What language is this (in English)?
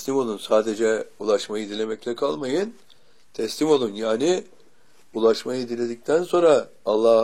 Turkish